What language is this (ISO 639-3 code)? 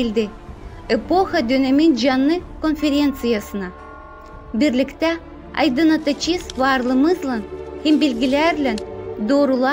gag